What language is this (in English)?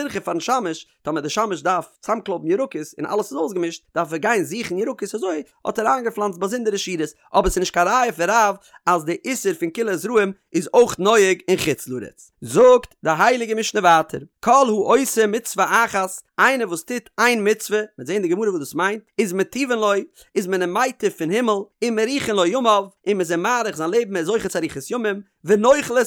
Yiddish